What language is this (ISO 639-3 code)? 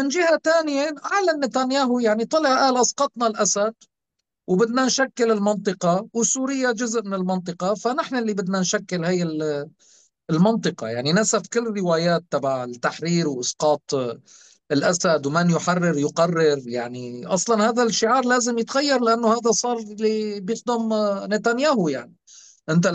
apc